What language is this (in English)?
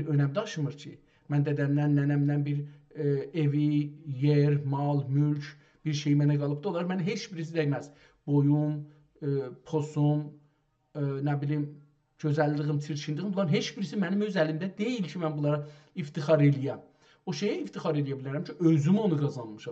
South Azerbaijani